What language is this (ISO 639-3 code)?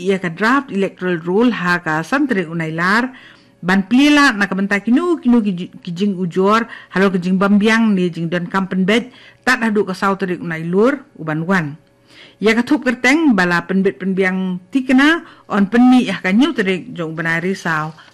kha